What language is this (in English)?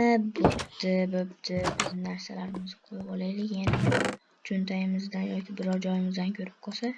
Uzbek